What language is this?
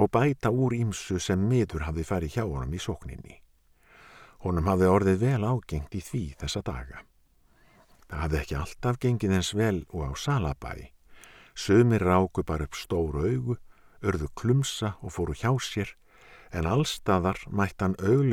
Icelandic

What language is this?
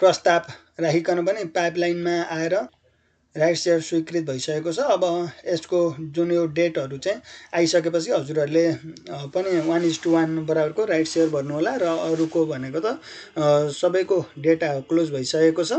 Nepali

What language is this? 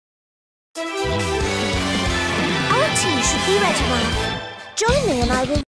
English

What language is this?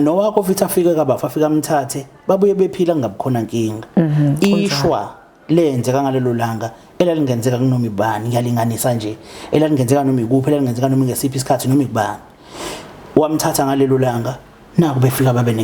Zulu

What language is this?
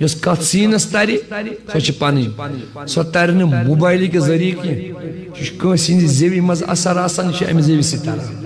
Kashmiri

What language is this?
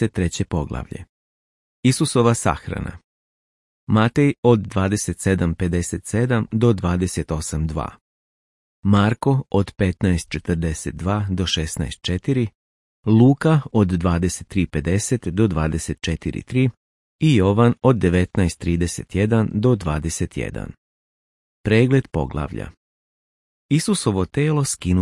Serbian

